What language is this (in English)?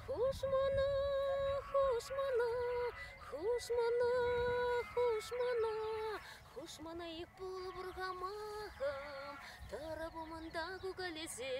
Chuvash